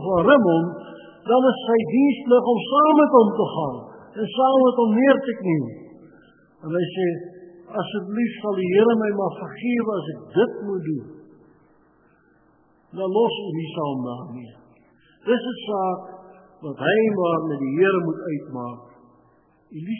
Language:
Afrikaans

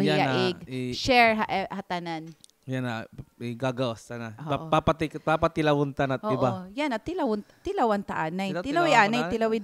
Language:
Waray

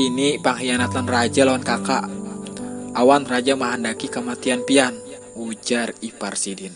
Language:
Banjar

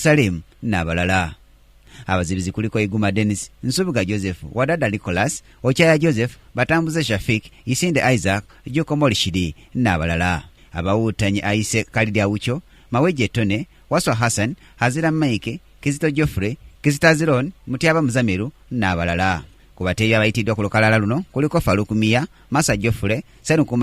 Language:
Ganda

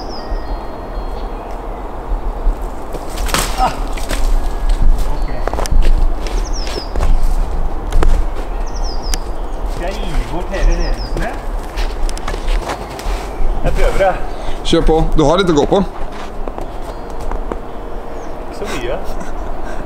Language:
Norwegian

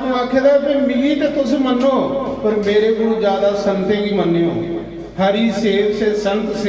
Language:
Dogri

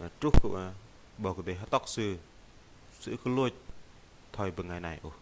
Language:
Bahnar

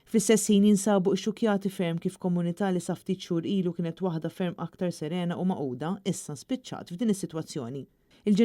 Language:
Maltese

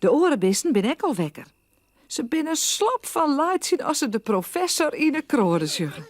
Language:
Western Frisian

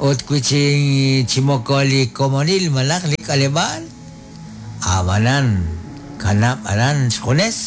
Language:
Kekchí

